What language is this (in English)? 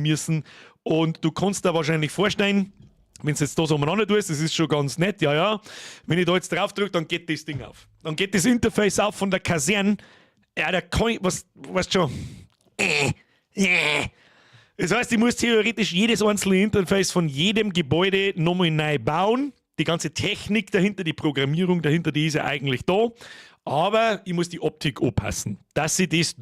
Bavarian